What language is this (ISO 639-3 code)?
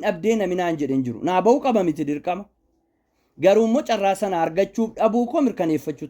orm